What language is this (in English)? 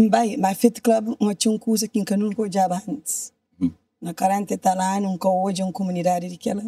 Kabuverdianu